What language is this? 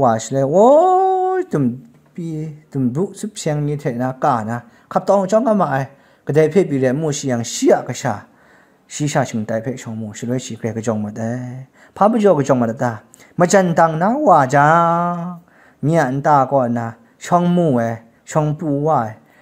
Kachin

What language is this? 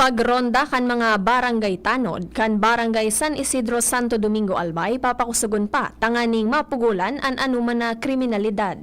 Bikol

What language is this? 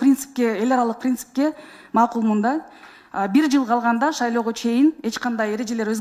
Kyrgyz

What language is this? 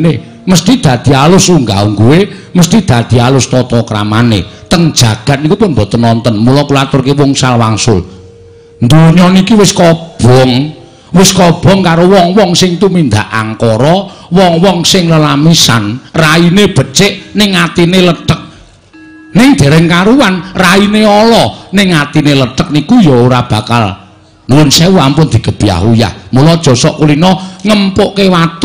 Javanese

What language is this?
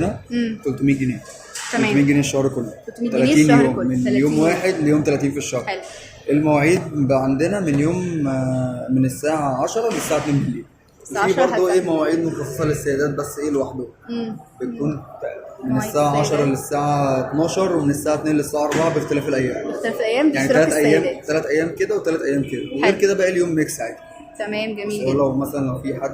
Egyptian Arabic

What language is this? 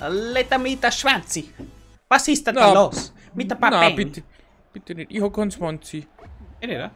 Bavarian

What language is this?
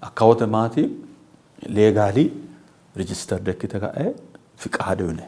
Sidamo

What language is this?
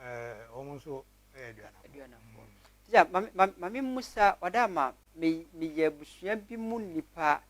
Akan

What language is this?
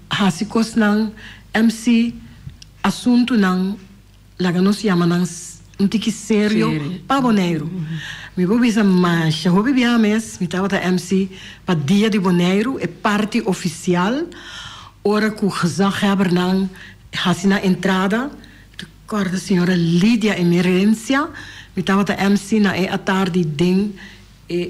Papiamento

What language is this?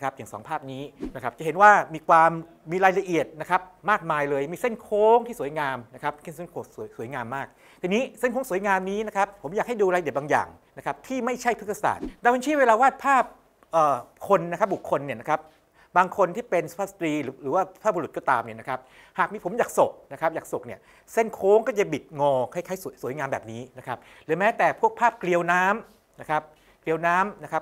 Thai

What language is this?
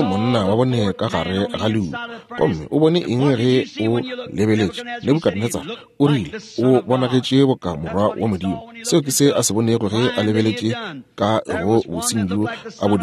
Northern Sotho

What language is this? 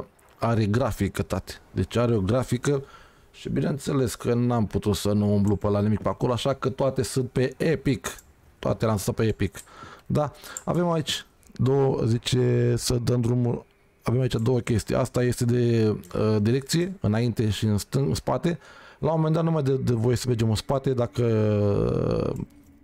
Romanian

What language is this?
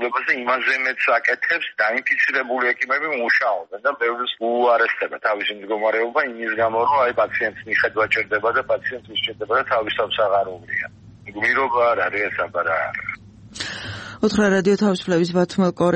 Georgian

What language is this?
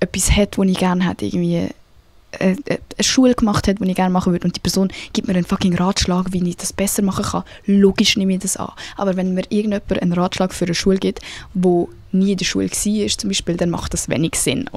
Swiss German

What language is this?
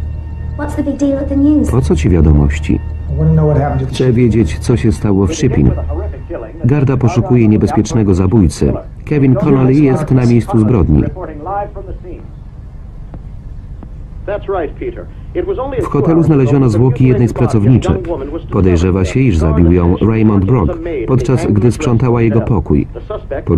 Polish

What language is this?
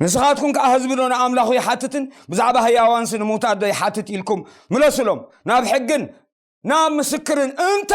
Tigrinya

